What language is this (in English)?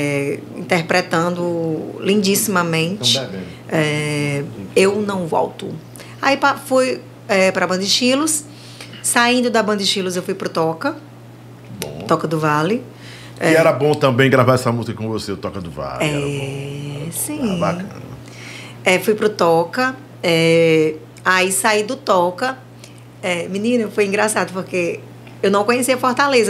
Portuguese